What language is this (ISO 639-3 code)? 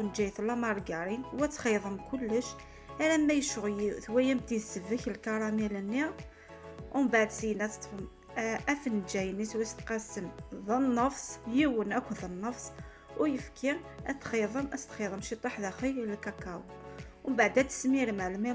kab